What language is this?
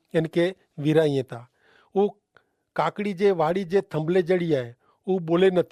Kachhi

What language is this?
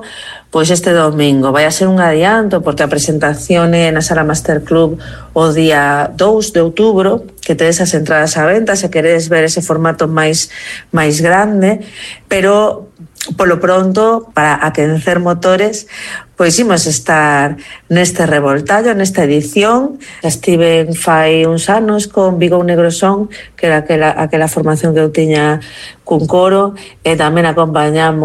Galician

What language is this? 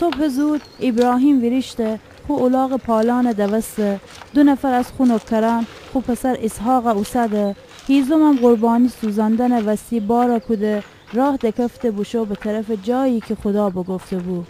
Gilaki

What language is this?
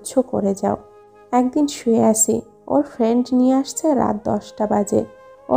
Bangla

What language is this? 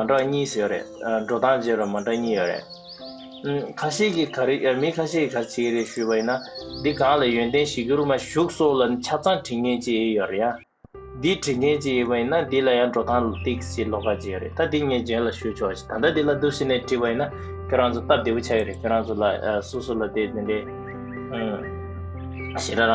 Tibetan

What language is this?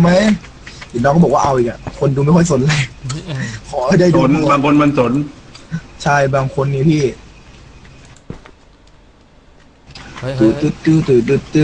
Thai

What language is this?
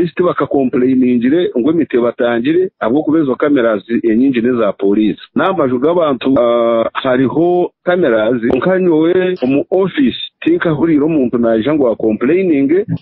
Nyankole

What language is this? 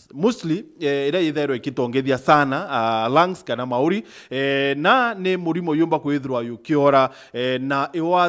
Meru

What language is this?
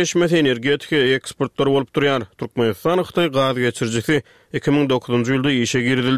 Turkmen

